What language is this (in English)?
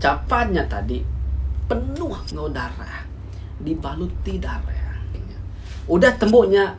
Iban